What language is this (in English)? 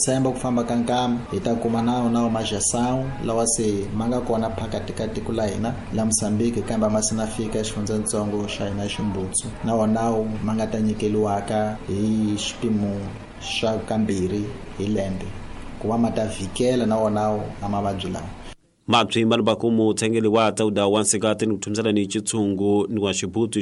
Tsonga